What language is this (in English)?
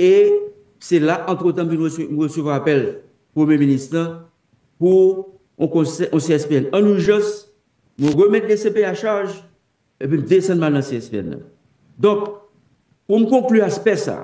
Haitian Creole